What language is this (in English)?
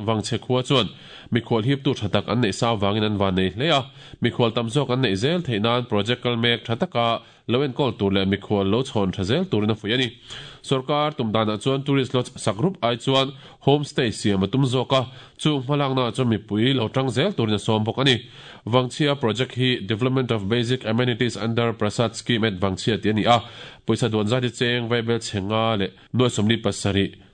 Mizo